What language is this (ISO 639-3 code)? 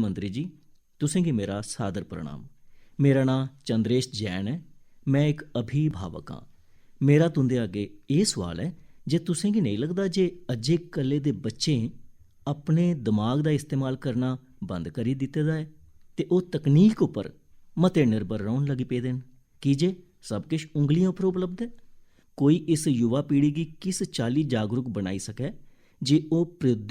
doi